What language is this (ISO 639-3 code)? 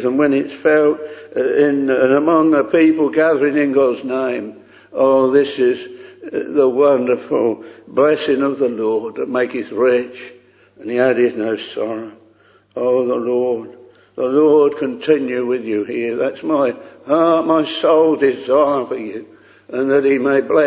eng